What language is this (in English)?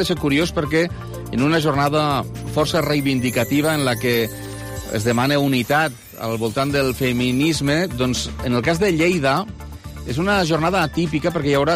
Catalan